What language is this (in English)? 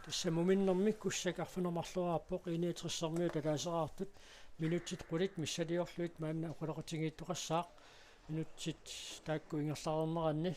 Kalaallisut